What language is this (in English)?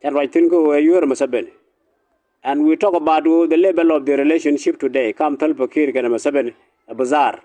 Nuer